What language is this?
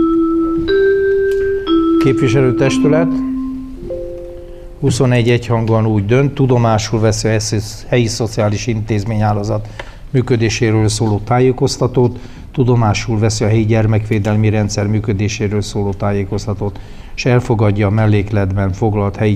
Hungarian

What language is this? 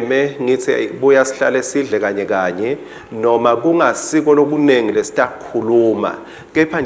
Swati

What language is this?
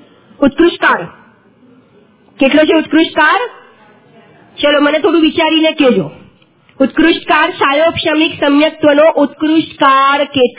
Gujarati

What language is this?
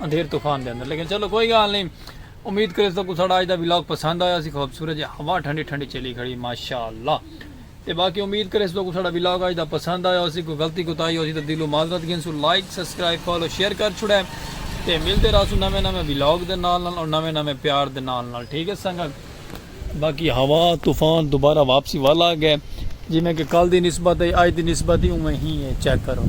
Saraiki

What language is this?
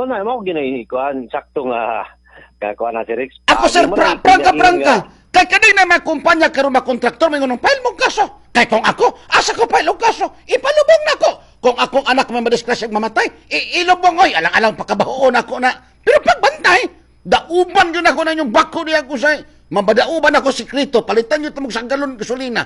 Cebuano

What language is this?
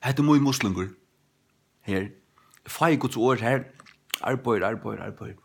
Faroese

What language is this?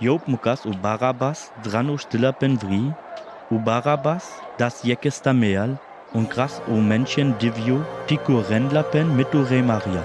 Sinte Romani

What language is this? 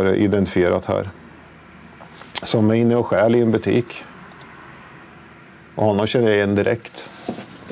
Swedish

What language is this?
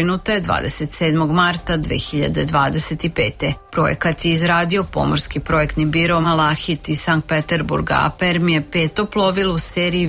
Serbian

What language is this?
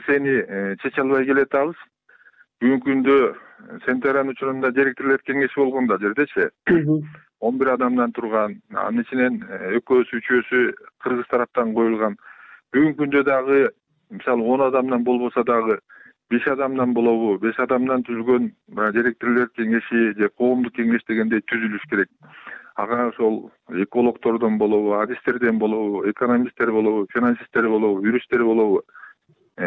Kyrgyz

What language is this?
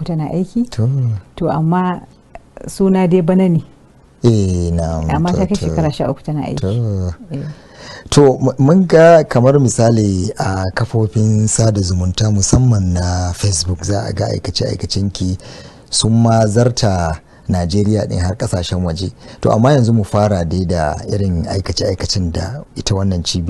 Hausa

